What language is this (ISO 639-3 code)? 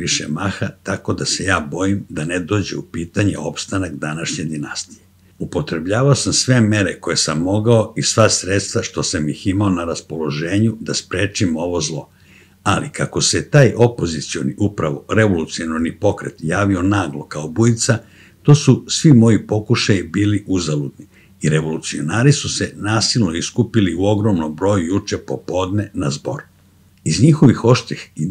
srp